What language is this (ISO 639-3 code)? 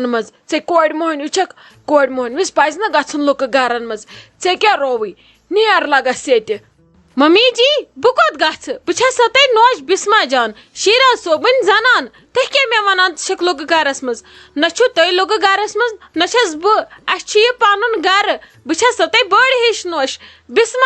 kas